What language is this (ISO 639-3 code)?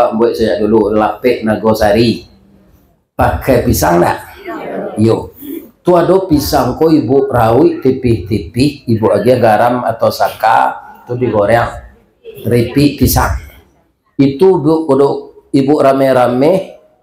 min